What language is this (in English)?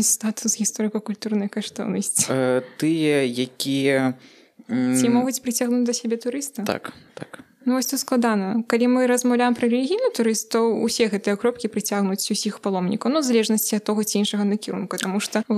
Belarusian